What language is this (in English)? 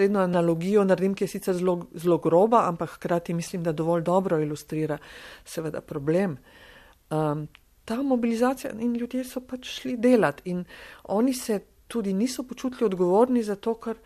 Slovenian